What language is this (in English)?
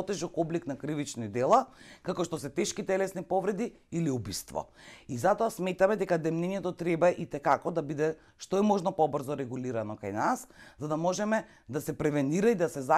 Macedonian